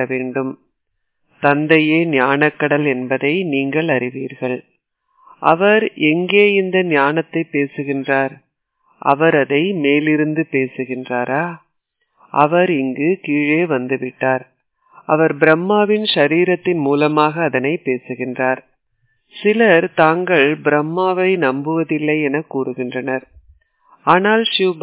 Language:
Tamil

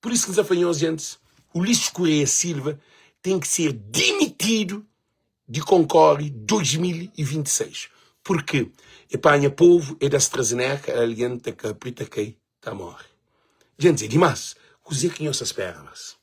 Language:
Kabuverdianu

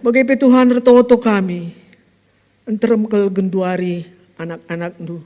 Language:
Batak Karo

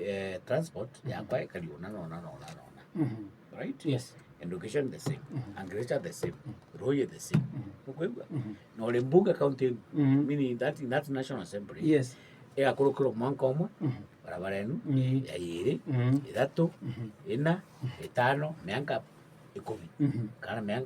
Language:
Meru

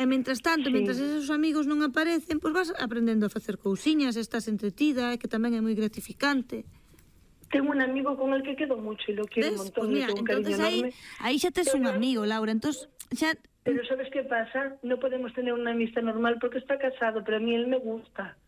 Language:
Galician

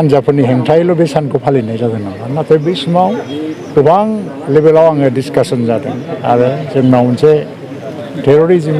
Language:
Bodo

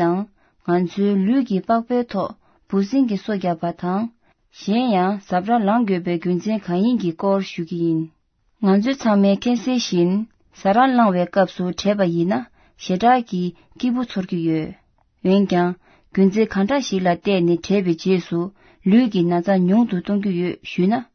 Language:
Tibetan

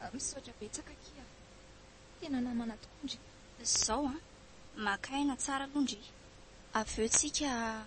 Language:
Malagasy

